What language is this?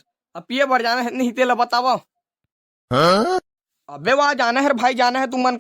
Chhattisgarhi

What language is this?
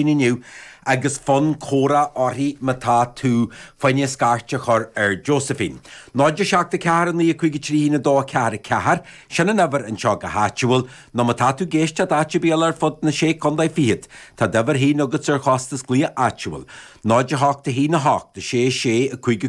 Irish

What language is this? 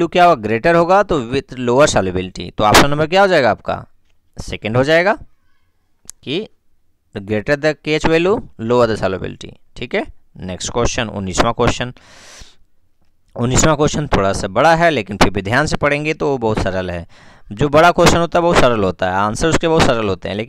Hindi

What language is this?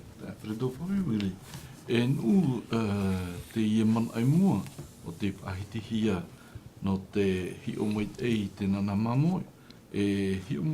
Tahitian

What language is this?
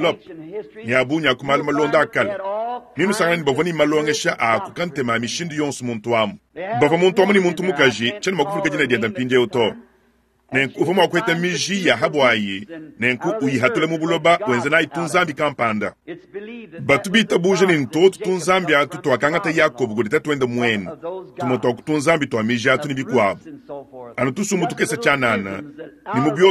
Luba-Lulua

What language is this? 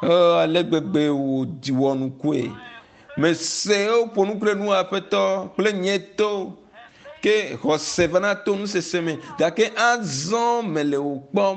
Ewe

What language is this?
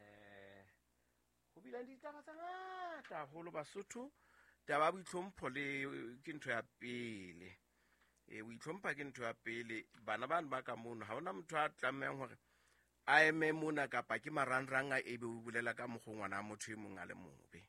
Southern Sotho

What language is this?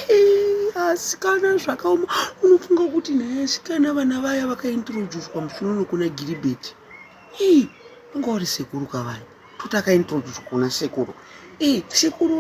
Shona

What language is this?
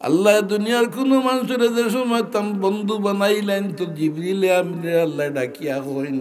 Sylheti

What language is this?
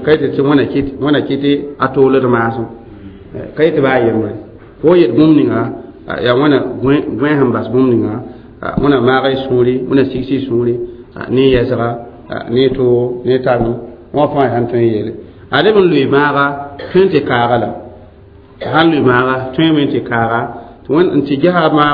Mossi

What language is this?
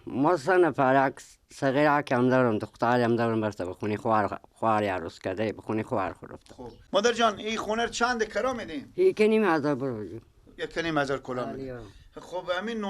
Persian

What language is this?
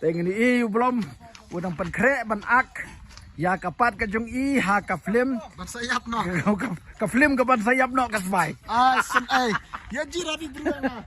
Khasi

